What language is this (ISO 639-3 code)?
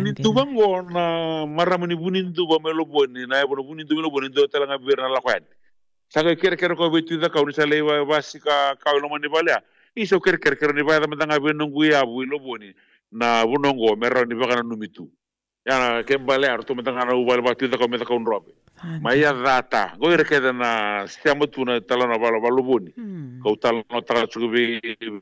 fij